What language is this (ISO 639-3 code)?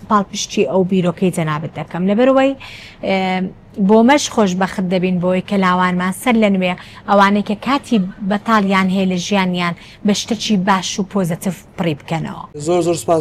ckb